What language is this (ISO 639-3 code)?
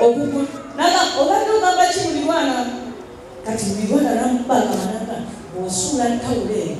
lug